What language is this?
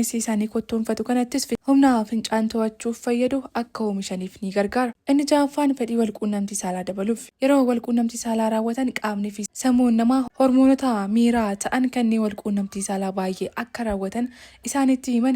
Oromo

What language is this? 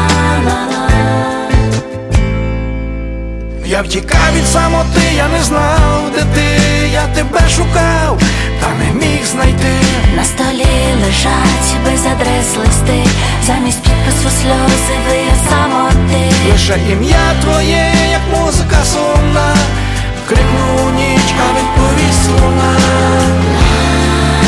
Ukrainian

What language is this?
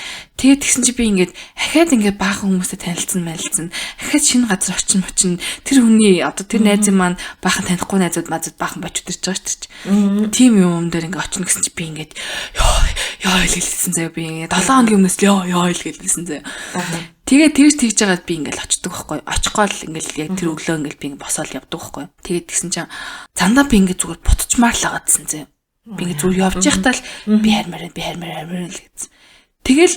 Mongolian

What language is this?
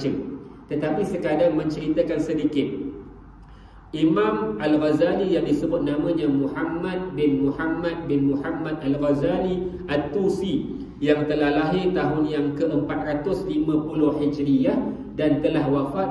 Malay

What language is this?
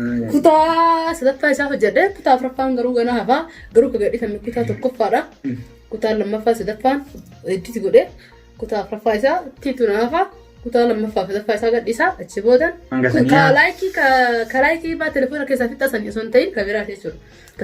Oromo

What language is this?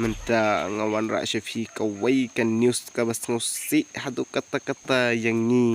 Khasi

